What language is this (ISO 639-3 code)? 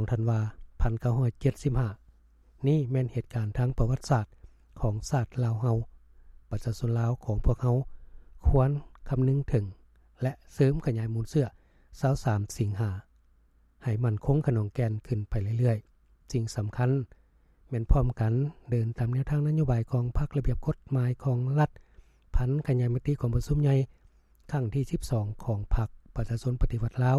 lao